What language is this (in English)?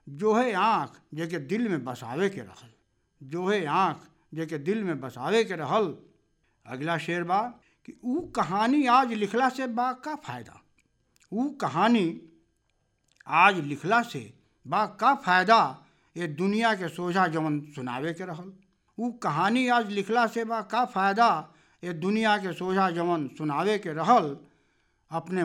Bhojpuri